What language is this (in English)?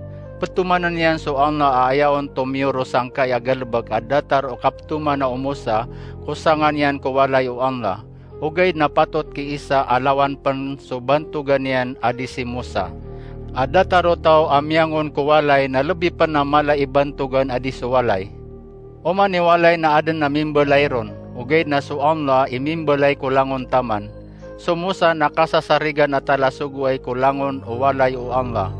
Maranao